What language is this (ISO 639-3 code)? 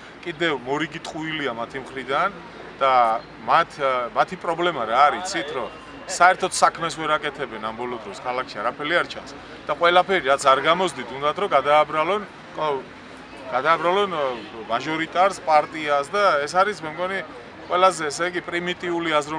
kat